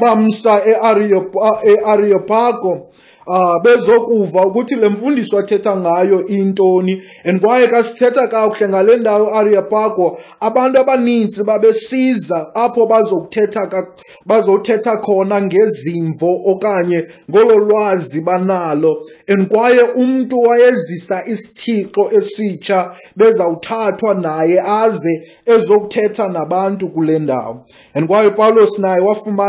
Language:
Xhosa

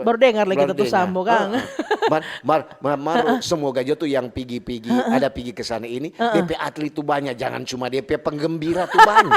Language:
Manado Malay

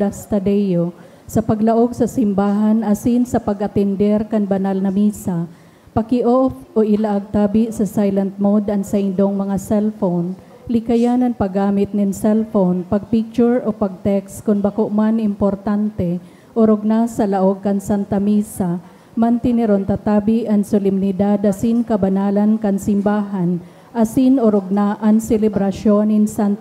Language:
Bikol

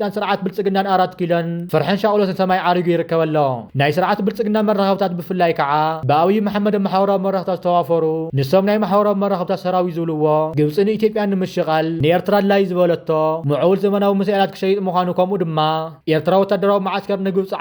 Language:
Tigrinya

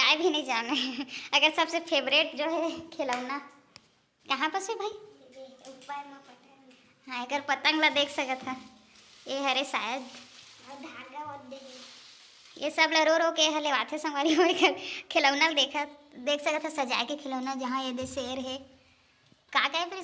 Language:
Chhattisgarhi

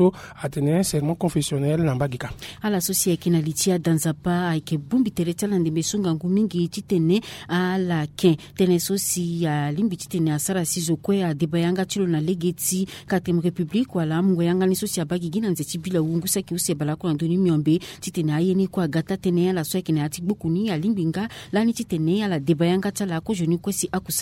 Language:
Sango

